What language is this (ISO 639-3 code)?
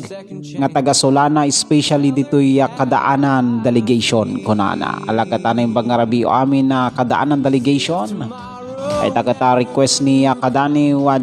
ilo